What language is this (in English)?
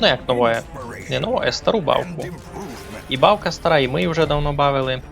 Rusyn